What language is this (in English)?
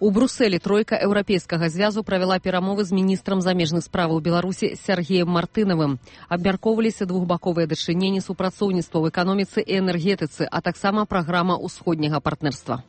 Belarusian